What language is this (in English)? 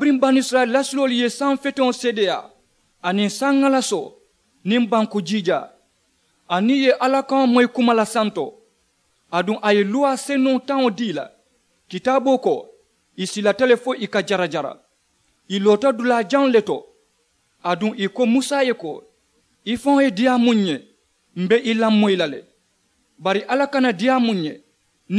Mandingo